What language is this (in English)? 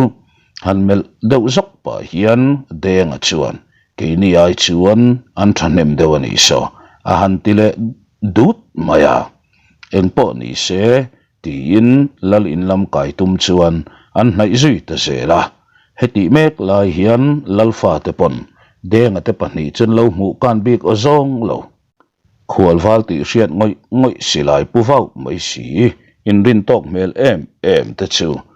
Mizo